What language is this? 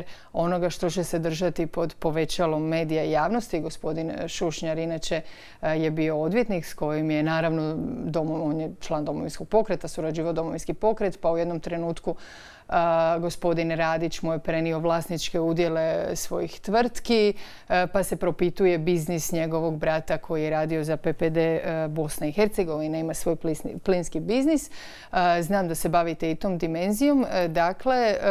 Croatian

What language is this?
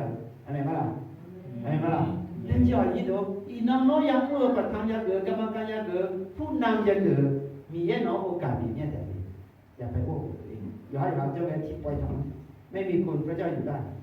Akha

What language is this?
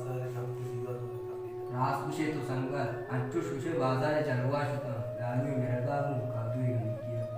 Baluchi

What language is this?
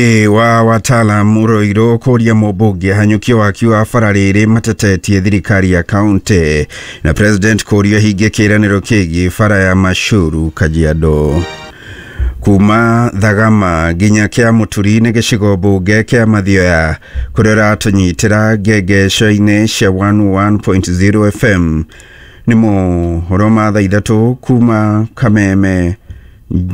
Kikuyu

